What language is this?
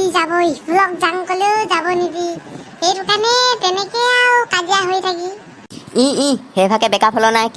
Assamese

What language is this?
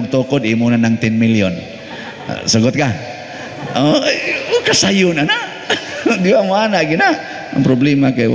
Cebuano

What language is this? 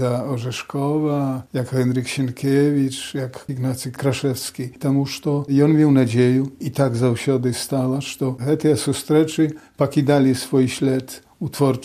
Belarusian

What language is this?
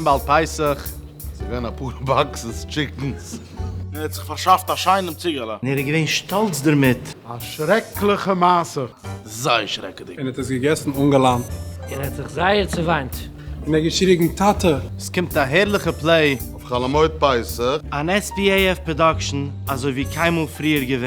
Yiddish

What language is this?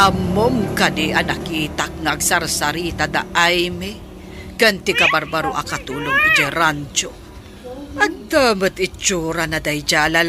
Iloko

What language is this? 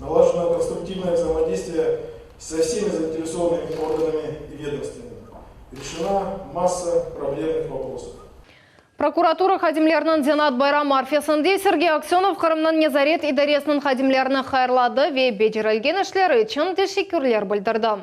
Crimean Tatar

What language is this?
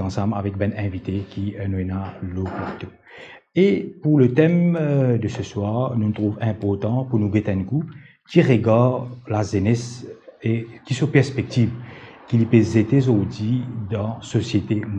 Morisyen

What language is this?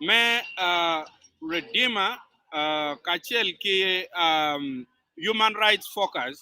Acoli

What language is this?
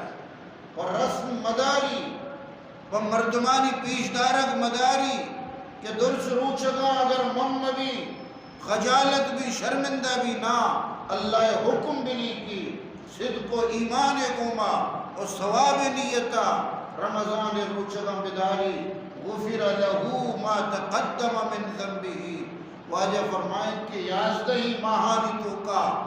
Eastern Balochi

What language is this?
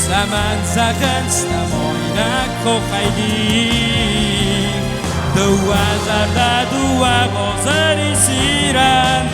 Ossetic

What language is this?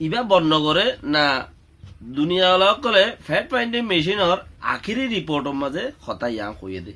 Rohingya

